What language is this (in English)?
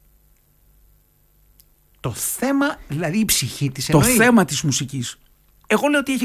Greek